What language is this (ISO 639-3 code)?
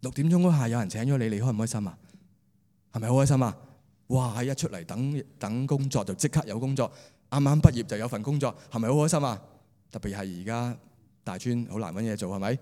yue